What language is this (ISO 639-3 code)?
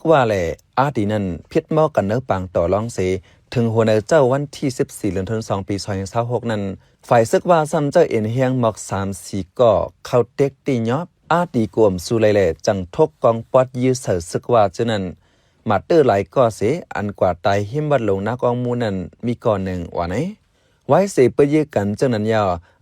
shn